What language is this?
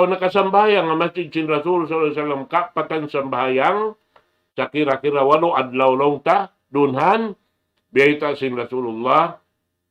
Tausug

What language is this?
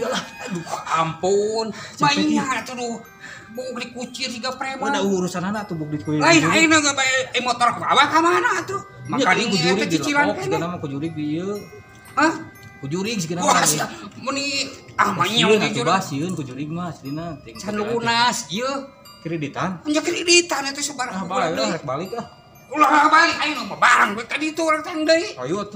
Sundanese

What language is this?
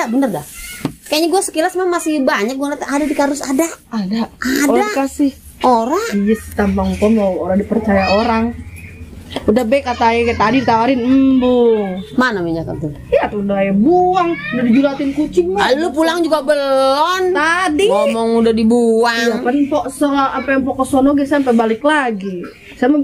Betawi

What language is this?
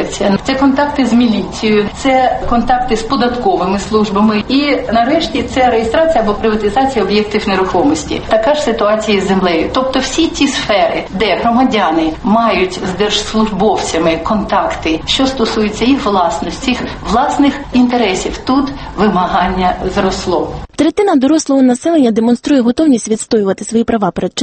Ukrainian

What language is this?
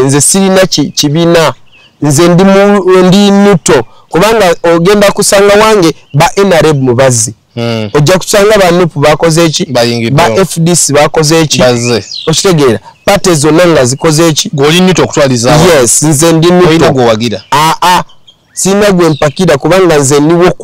Ganda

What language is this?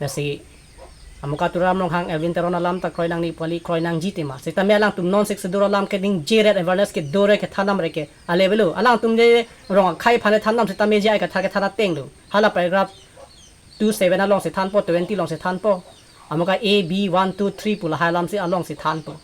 Karbi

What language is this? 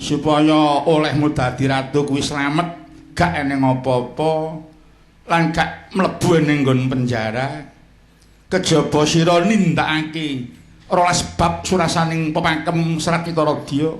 Javanese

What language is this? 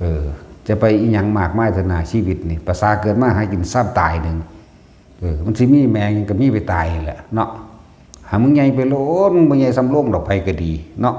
Northeastern Thai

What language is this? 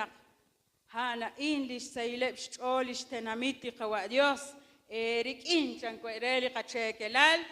Kekchí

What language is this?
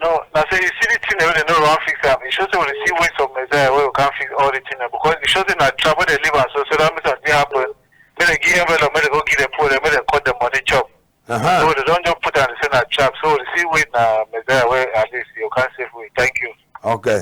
Cameroon Pidgin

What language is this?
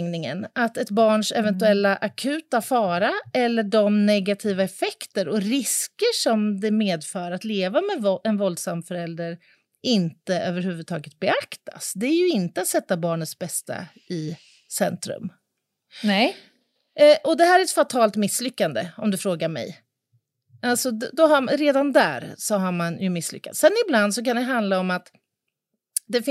Swedish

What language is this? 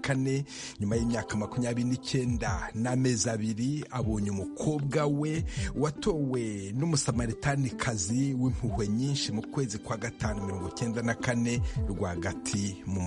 Kinyarwanda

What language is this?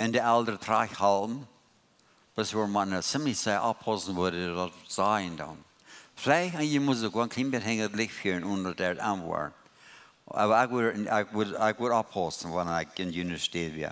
Plautdietsch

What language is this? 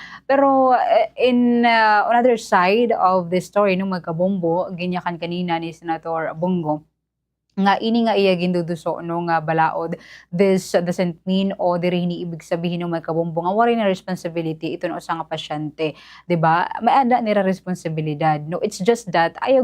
Waray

